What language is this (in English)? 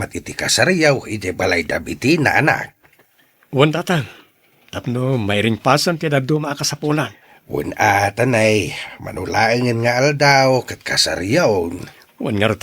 Iloko